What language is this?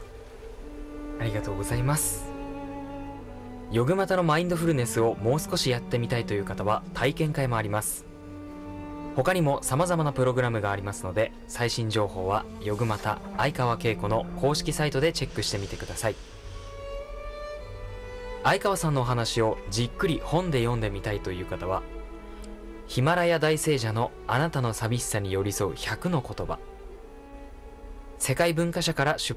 Japanese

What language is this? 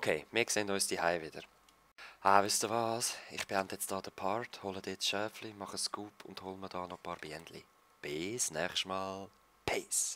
Swiss German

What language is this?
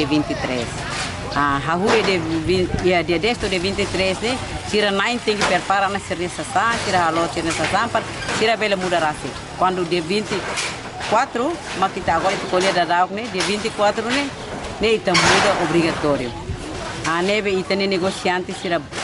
Tetum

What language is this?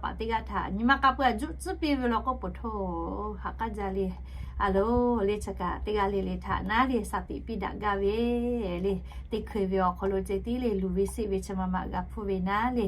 Lahu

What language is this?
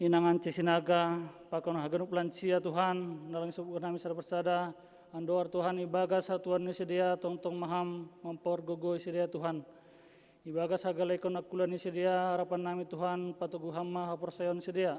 Batak Simalungun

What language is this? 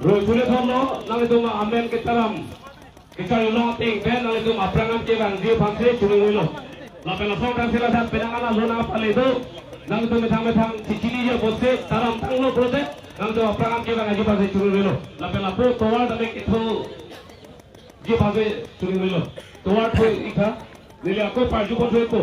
Karbi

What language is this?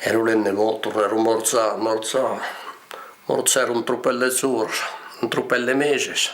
Occitan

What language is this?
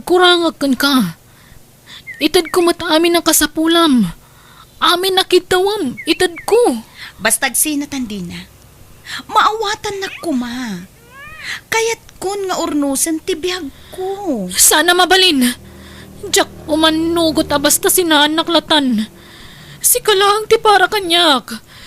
Iloko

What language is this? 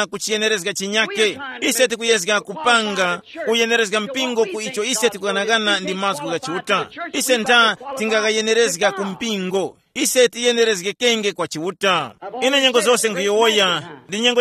Tumbuka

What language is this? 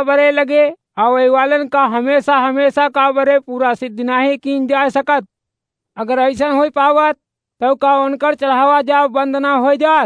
Awadhi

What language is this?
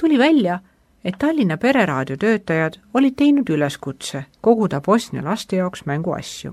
Estonian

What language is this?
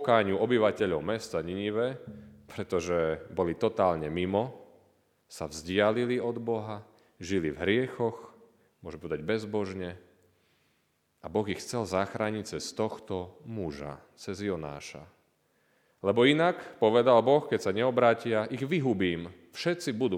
Slovak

